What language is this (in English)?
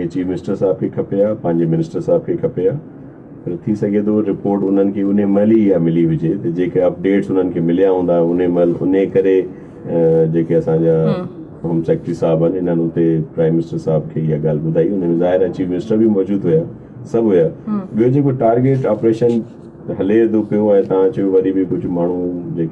Sindhi